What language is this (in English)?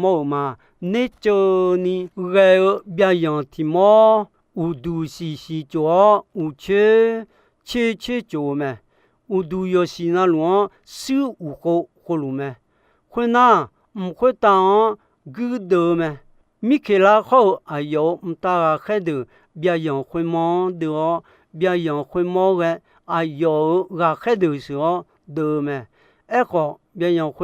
Akha